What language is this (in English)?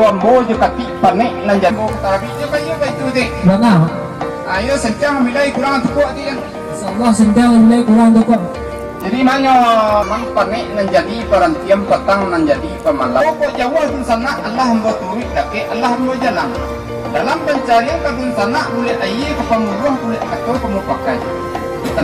Minangkabau